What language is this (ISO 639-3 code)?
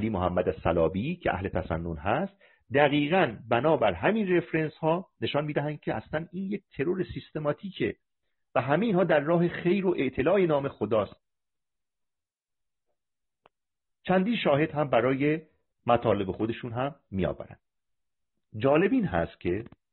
fas